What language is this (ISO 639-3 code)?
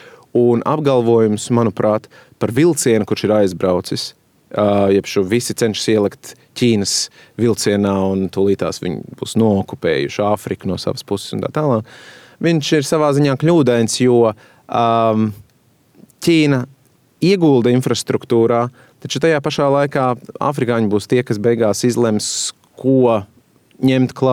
lav